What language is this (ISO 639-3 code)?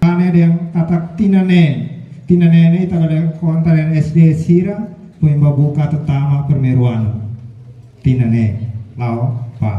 tet